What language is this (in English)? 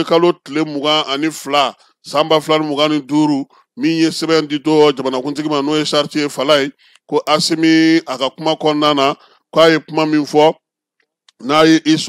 Bambara